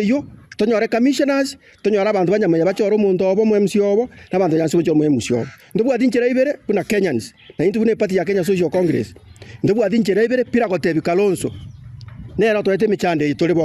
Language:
Gusii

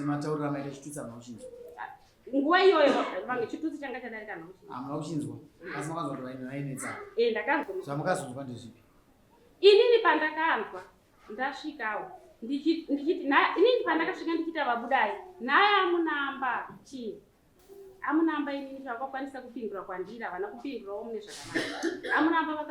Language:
Shona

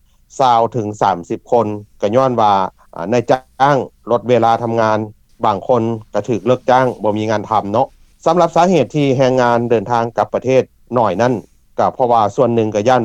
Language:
Lao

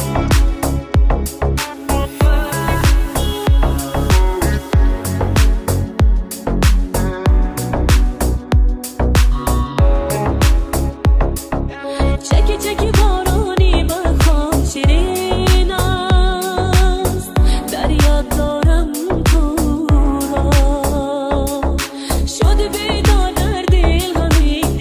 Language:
Persian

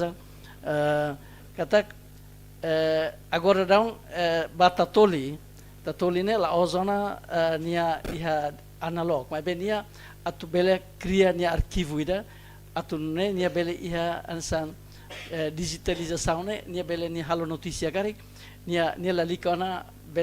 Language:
Tetum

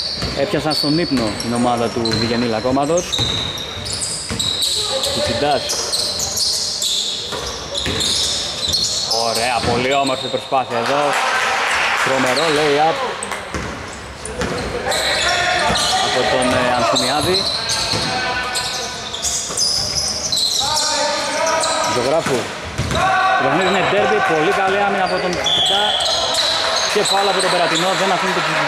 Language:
Greek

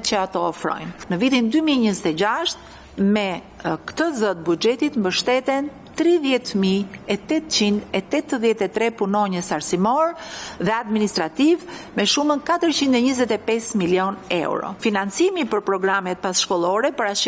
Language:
Albanian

